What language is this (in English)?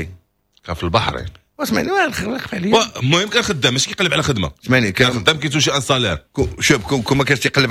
Moroccan Arabic